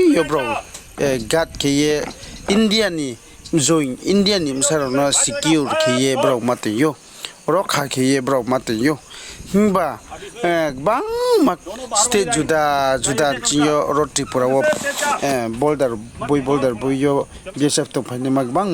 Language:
Riang (India)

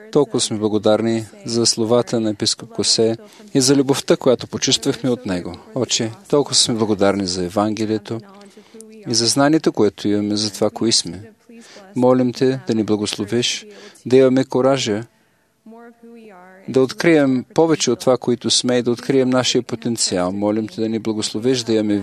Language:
Bulgarian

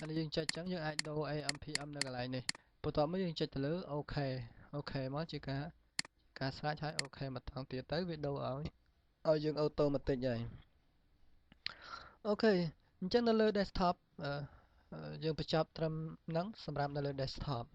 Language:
Khmer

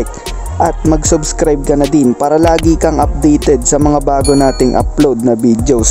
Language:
Filipino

